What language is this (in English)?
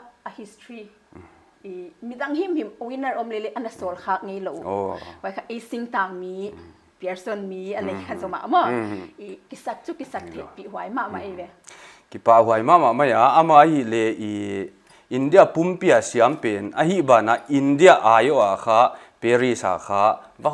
Paite Chin